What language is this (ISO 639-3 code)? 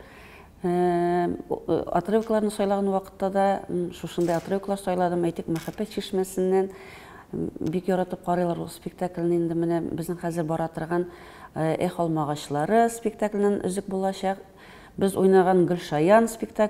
tat